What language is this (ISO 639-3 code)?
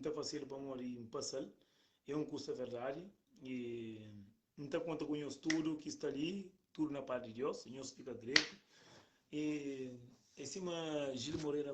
kea